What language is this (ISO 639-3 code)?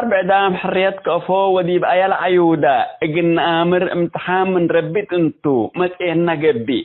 tig